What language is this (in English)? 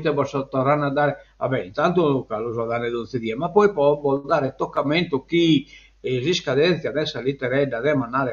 Sardinian